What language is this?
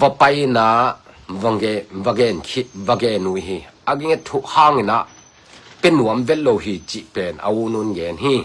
Tedim Chin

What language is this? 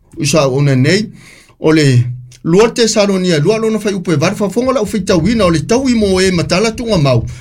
Samoan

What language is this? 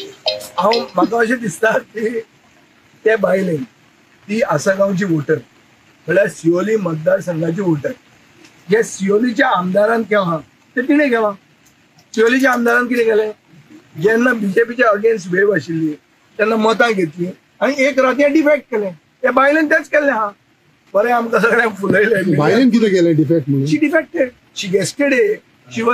Konkani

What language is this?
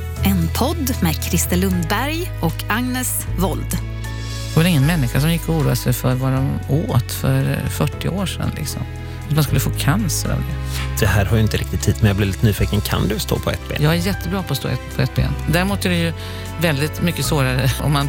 Swedish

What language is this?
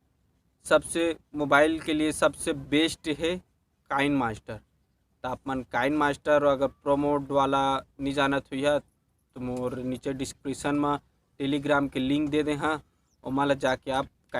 Chhattisgarhi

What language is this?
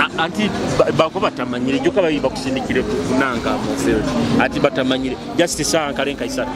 Nyoro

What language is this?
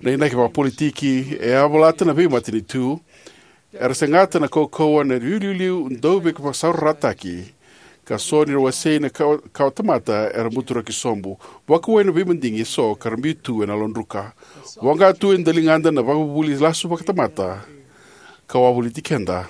Fijian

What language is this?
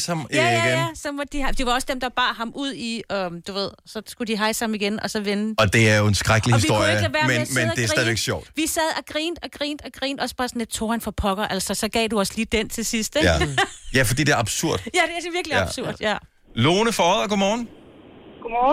Danish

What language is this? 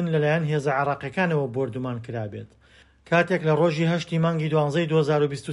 Central Kurdish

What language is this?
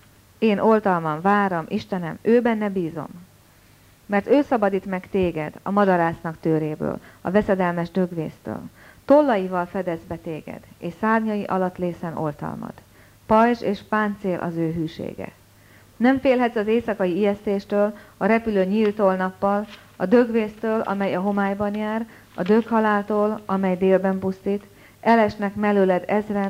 Hungarian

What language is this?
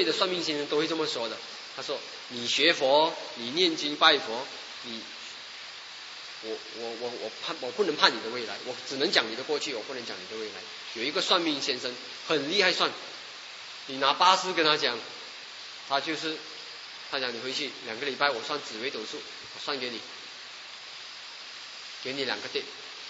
Chinese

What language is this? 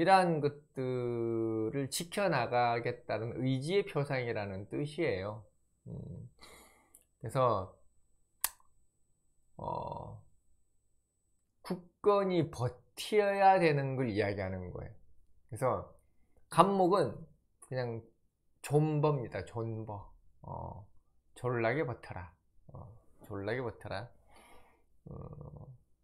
Korean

